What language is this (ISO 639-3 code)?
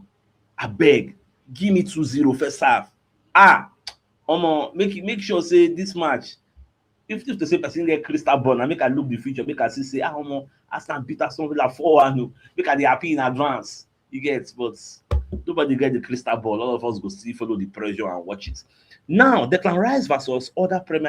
pcm